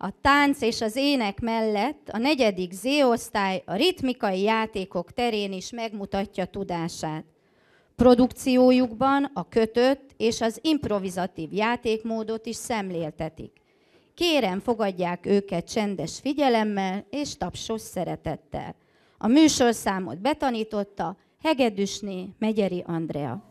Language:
Hungarian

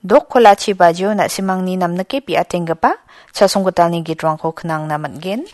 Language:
Garo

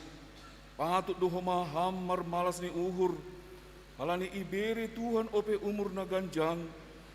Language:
Batak Simalungun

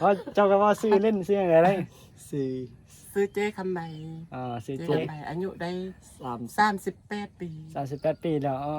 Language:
Northeastern Thai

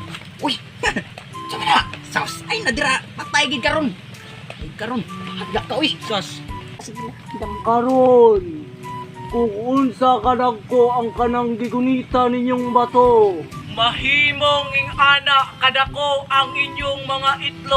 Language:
Cebuano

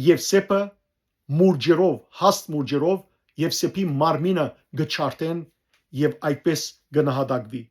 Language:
Western Armenian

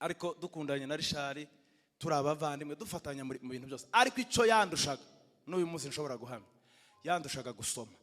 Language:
Kinyarwanda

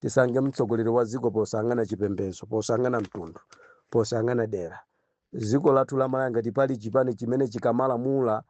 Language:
Nyanja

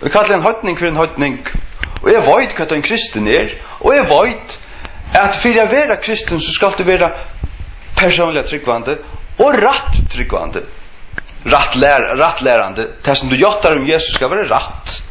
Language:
Faroese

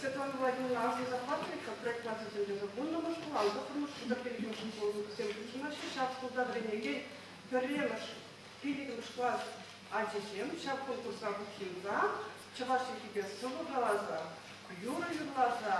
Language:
Chuvash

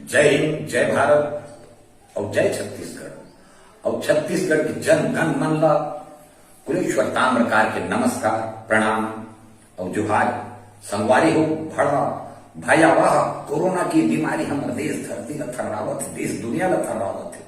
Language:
Chhattisgarhi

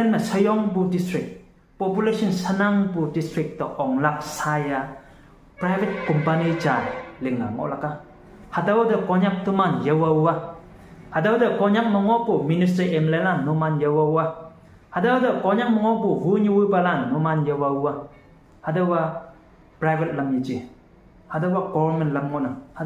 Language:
Konyak Naga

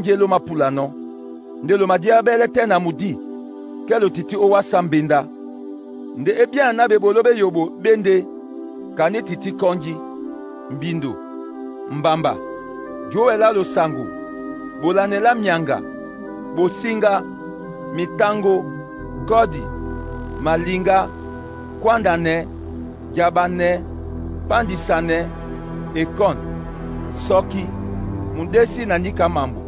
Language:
Duala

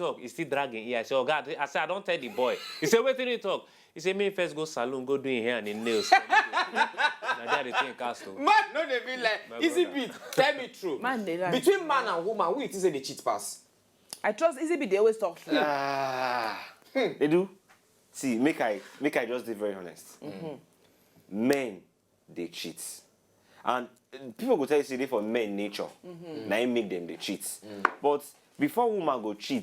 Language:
Nigerian Pidgin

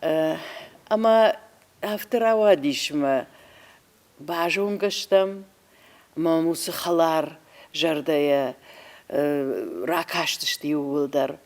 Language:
Ossetic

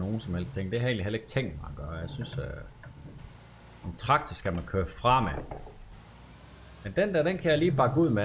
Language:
Danish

